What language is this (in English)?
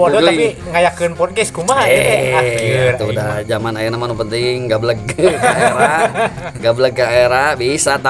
Sundanese